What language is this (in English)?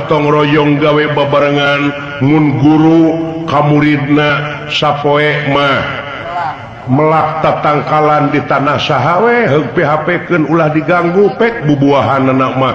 Sundanese